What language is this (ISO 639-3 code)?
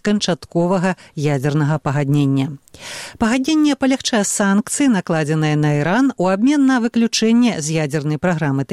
bel